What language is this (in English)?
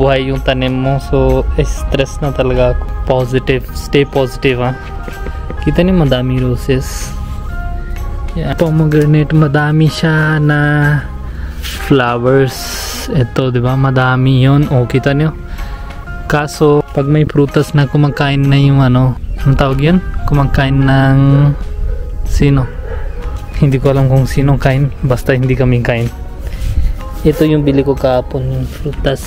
Filipino